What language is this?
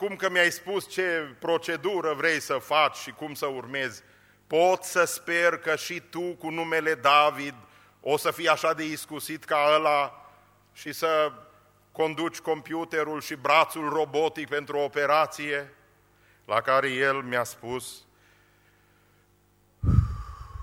Romanian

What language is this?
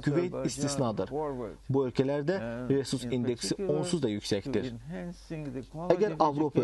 Azerbaijani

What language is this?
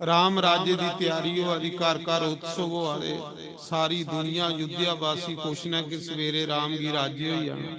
Dogri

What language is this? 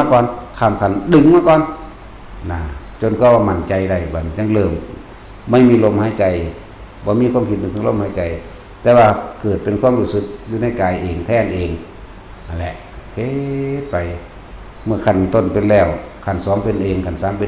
Lao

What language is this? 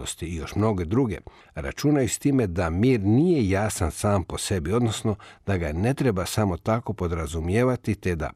Croatian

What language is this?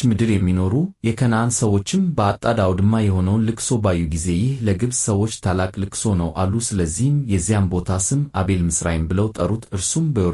Amharic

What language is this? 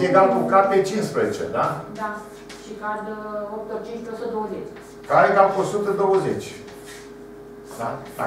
Romanian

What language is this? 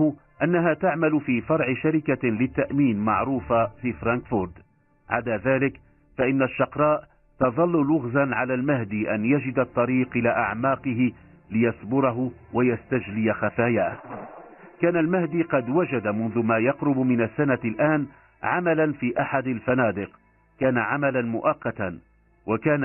Arabic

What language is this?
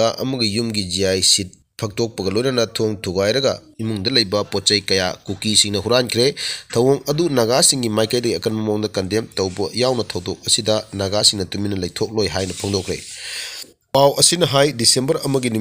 Manipuri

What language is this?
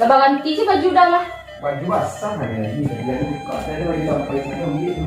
Minangkabau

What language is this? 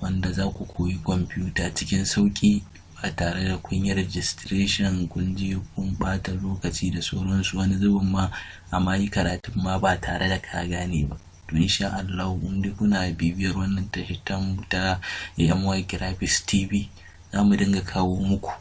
Hausa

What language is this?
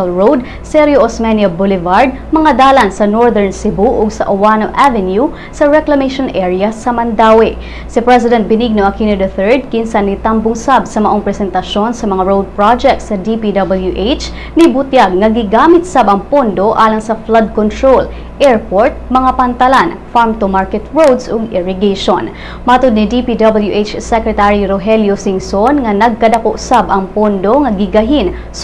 Cebuano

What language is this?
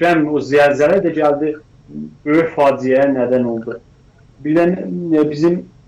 South Azerbaijani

